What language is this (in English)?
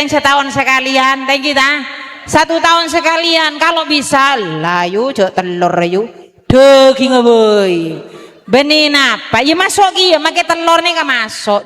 Madurese